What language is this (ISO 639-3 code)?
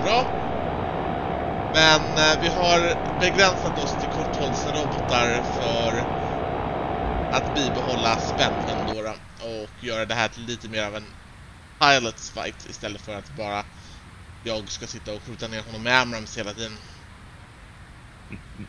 swe